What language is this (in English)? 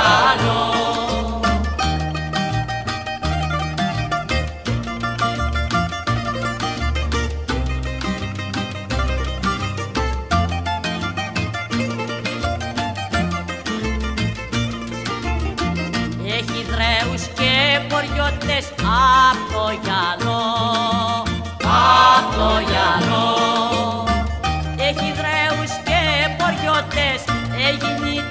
Greek